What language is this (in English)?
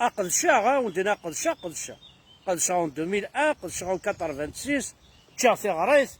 Kabyle